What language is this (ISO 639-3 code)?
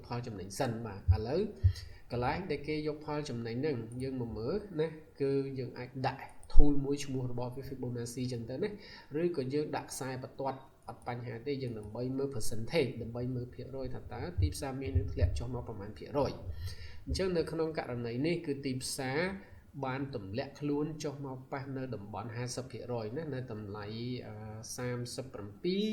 khm